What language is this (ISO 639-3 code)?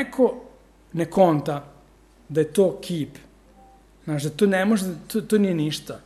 srp